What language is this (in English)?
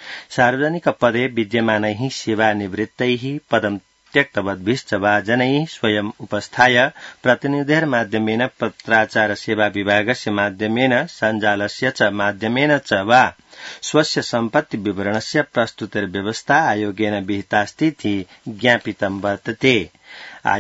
Sanskrit